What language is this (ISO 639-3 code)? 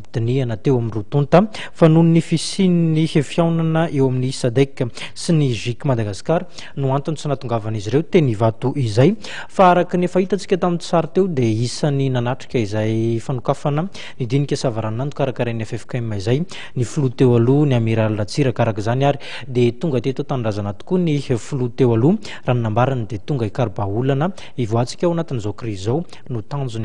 mlg